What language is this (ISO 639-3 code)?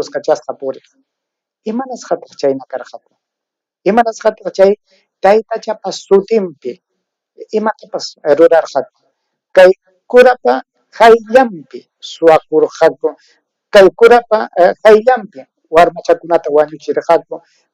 quy